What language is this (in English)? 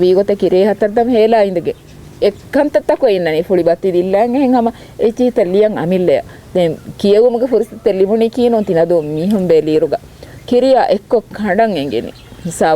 Divehi